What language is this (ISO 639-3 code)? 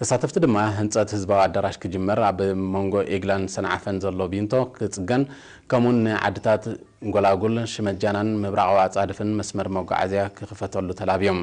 tir